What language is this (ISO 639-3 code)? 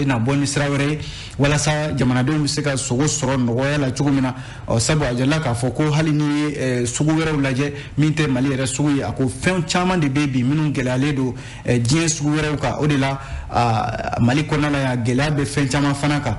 bam